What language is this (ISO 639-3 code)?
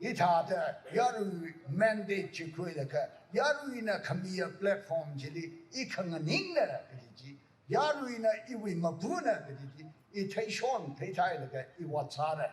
nmf